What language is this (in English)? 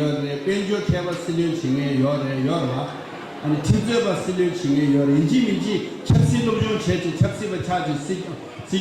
Tibetan